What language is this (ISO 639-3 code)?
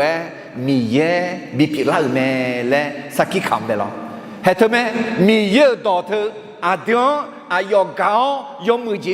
ahk